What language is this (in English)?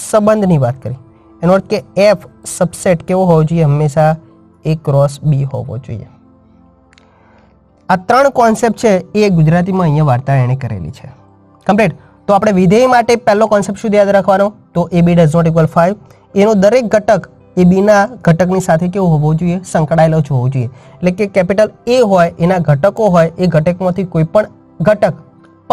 Gujarati